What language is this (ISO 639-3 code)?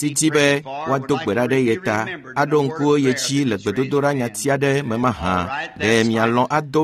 ewe